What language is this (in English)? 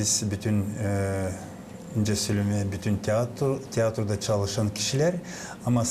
Gagauz